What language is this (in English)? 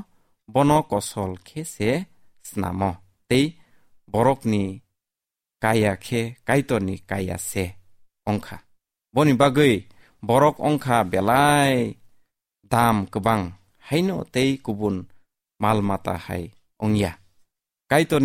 Kok Borok